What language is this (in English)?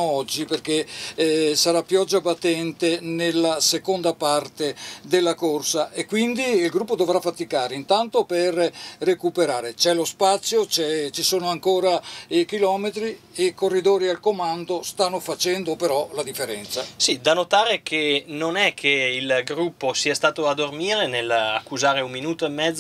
Italian